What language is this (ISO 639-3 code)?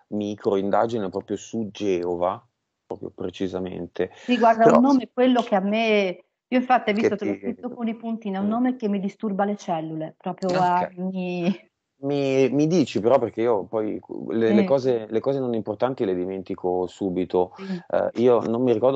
ita